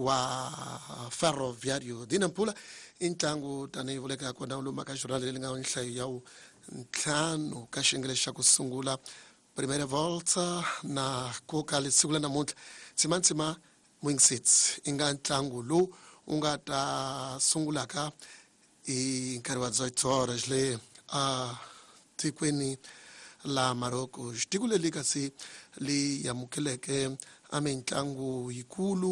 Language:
Tsonga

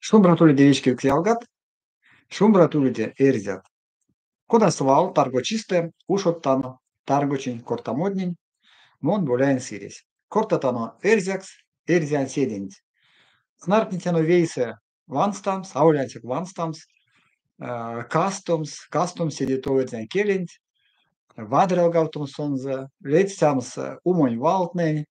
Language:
Erzya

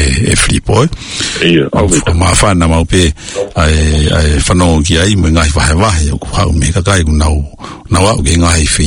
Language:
Tongan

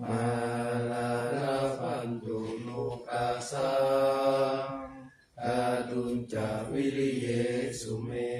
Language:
Pali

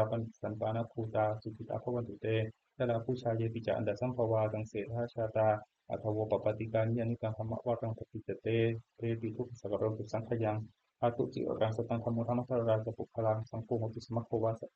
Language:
Pali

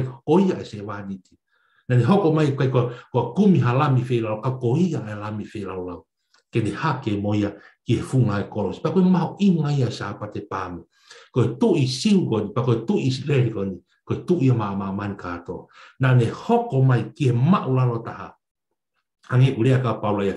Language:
Tongan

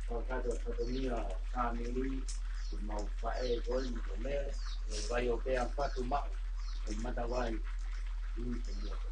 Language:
Tongan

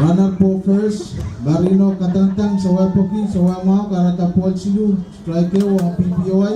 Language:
Pohnpeian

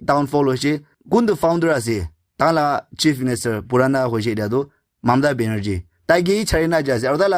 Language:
Naga Pidgin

